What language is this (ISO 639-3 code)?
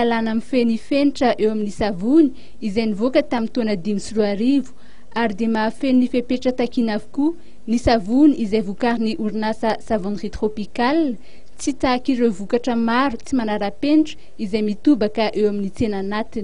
mlg